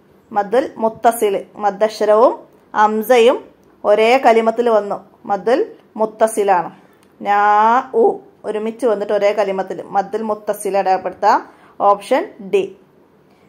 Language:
Malayalam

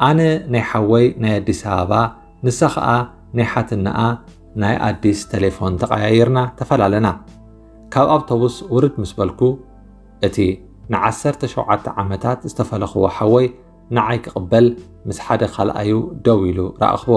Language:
Tigrinya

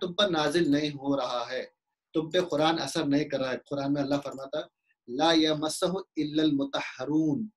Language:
Urdu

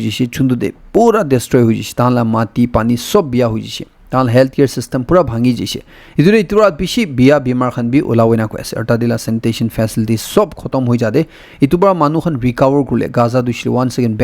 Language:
Naga Pidgin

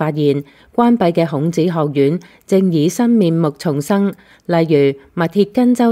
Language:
Cantonese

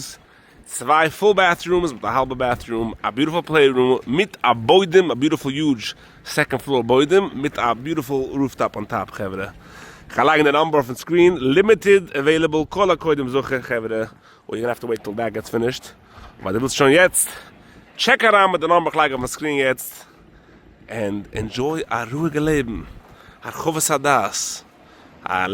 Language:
Yiddish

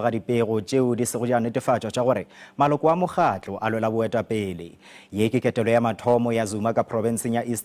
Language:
Northern Sotho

